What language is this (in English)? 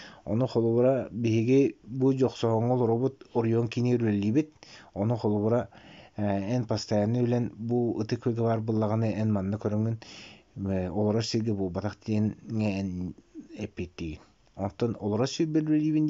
Yakut